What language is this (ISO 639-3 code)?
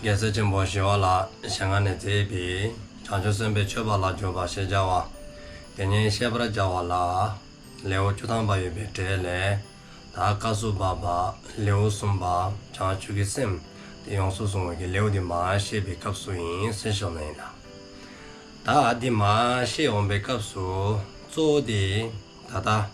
dzo